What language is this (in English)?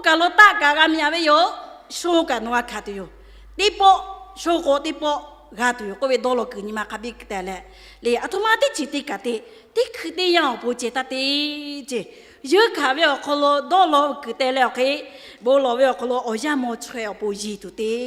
Lahu